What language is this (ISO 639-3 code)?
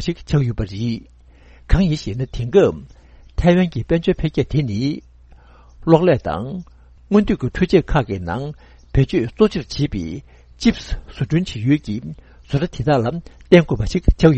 bod